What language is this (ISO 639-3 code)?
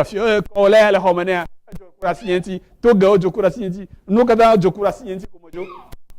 ewe